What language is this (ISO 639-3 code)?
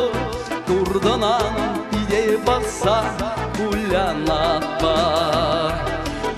chv